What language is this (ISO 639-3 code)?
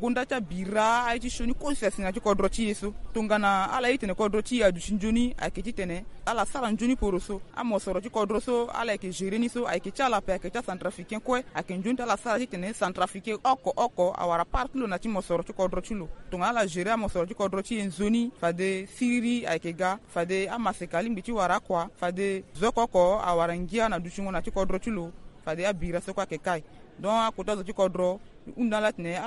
sag